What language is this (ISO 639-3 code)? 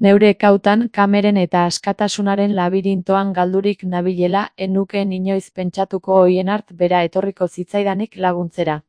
eus